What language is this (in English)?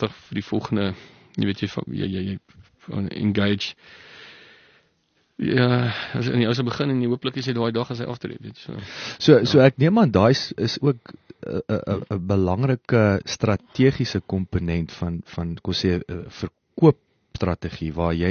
Afrikaans